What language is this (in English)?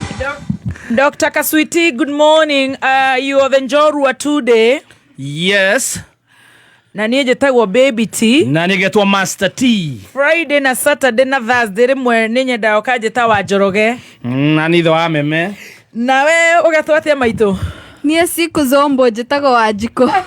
Kikuyu